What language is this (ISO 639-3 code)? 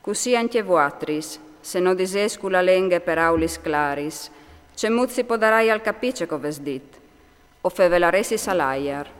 fur